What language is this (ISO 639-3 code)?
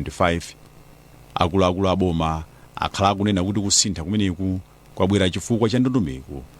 nya